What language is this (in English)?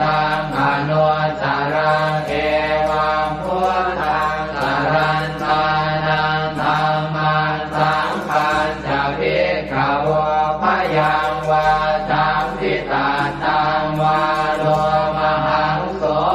Pali